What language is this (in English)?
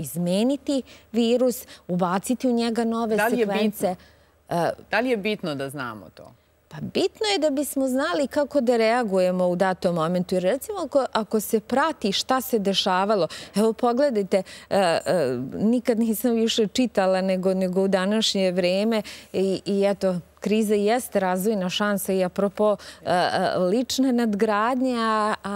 Serbian